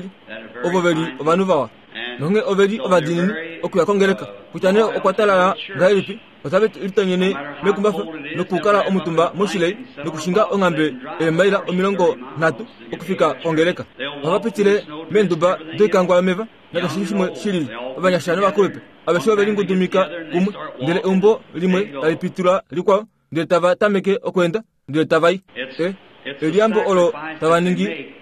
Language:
Kuanyama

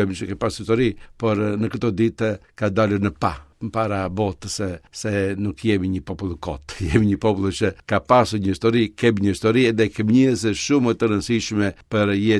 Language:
Albanian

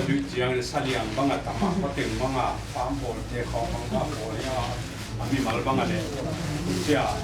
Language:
Paite Chin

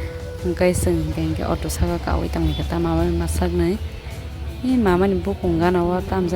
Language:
Kok Borok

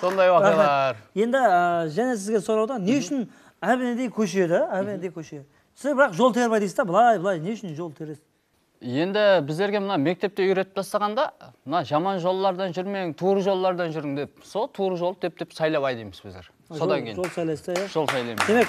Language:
Kara-Kalpak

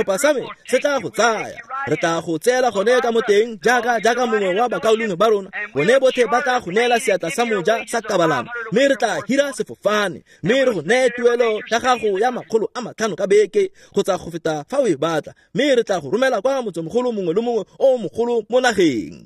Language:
Tswana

